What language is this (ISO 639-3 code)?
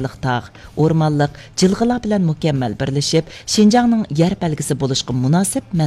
uig